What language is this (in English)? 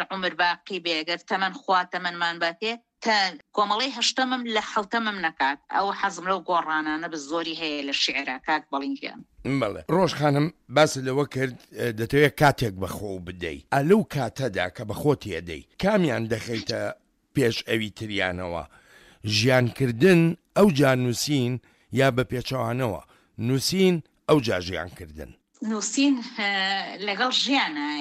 Central Kurdish